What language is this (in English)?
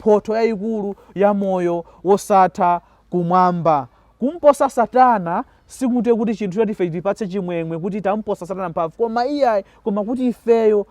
Nyanja